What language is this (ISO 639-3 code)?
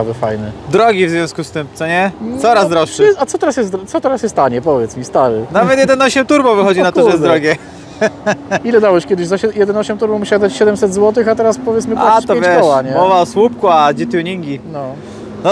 pol